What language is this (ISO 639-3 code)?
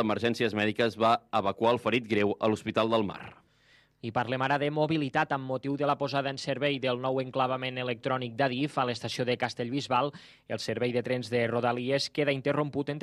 cat